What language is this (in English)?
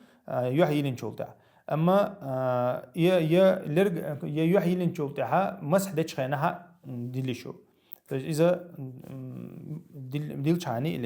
Chechen